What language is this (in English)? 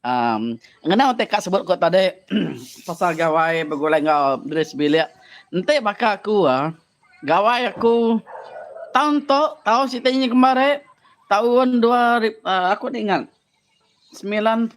Iban